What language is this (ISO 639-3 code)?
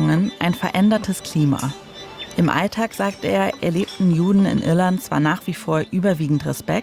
deu